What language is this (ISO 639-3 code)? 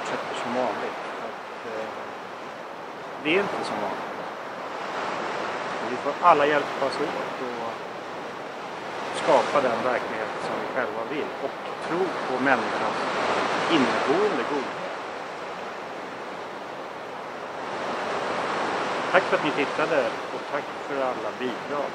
swe